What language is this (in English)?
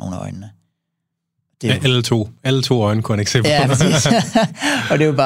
Danish